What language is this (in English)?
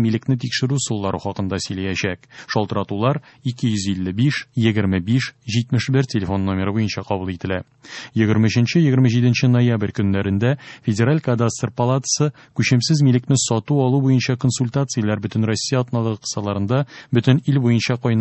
Tatar